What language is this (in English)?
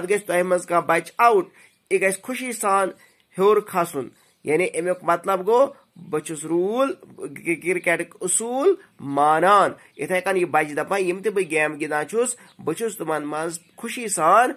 Kashmiri